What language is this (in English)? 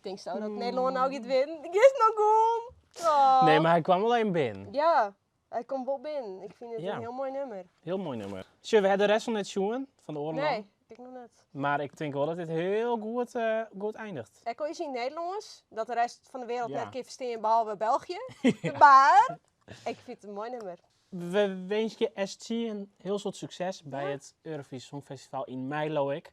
Western Frisian